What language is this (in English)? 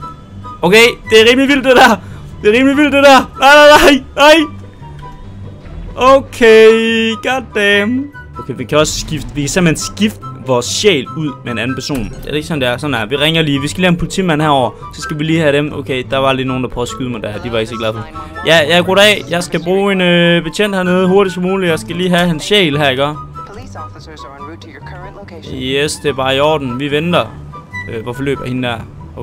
Danish